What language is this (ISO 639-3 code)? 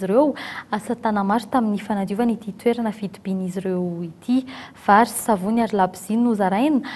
mlg